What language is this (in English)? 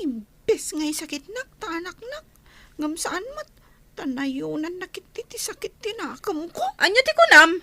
Iloko